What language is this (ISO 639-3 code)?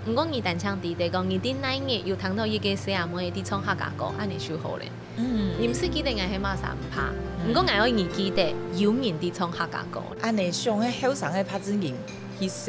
hak